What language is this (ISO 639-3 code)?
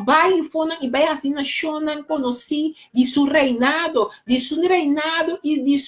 pap